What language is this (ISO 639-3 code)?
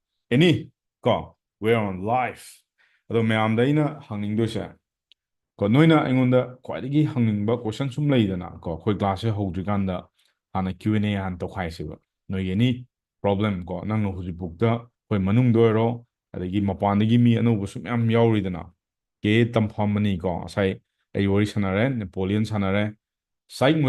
mni